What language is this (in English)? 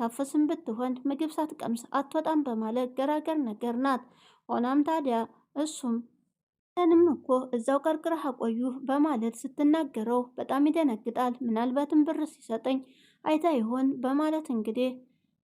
Amharic